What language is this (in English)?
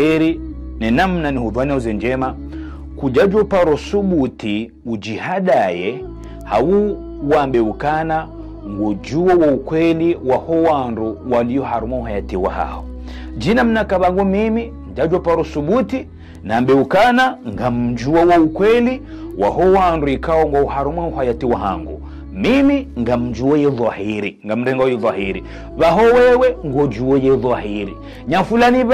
Ngazidja Comorian